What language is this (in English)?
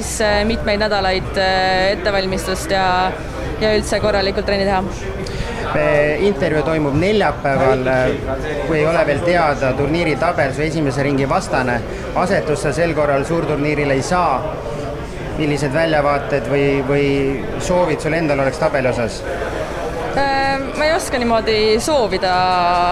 Estonian